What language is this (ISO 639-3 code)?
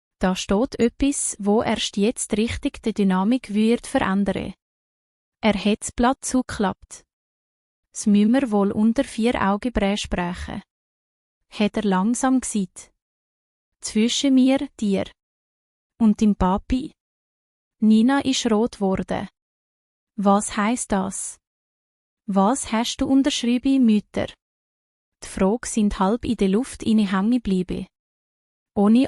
gsw